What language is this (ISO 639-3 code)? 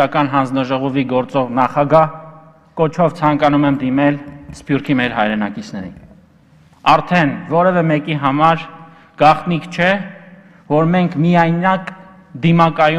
hye